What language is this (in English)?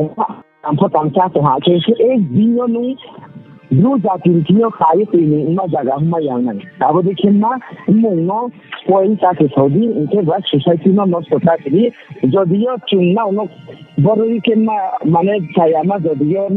Riang (India)